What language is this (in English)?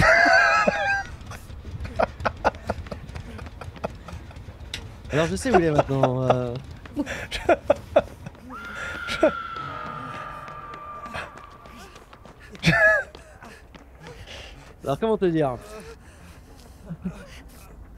French